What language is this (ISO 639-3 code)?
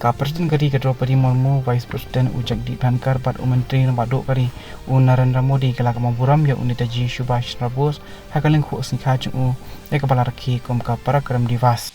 kha